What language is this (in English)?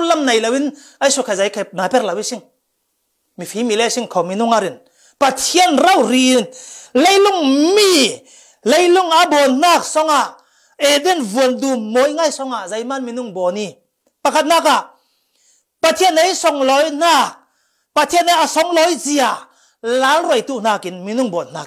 Falam Chin